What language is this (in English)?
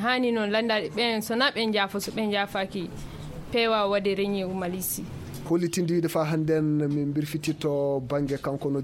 Fula